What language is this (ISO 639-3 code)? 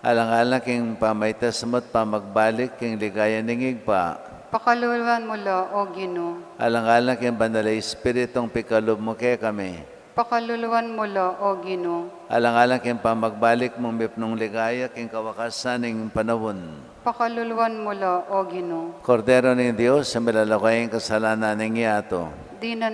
pam